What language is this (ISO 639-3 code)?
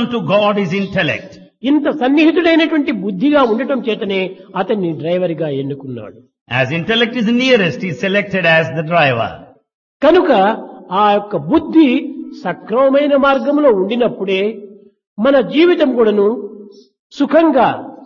tel